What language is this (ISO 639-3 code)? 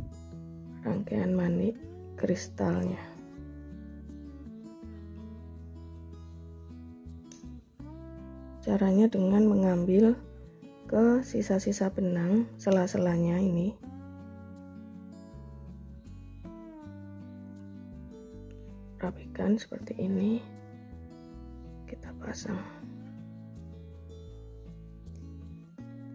ind